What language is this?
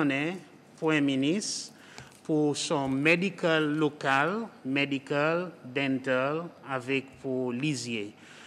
Seselwa Creole French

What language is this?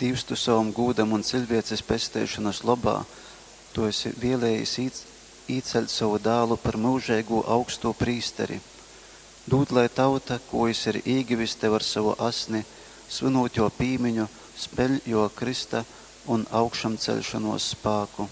Latgalian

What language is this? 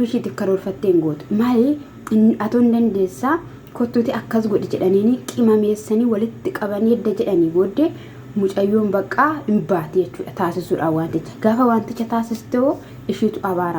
Oromo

